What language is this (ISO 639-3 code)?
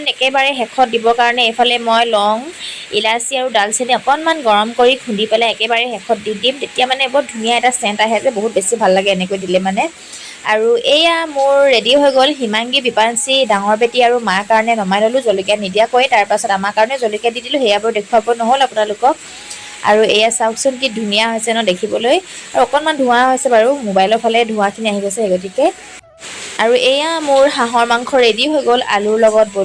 asm